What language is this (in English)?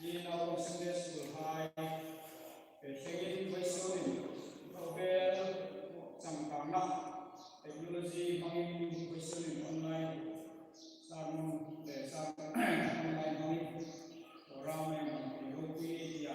Hmar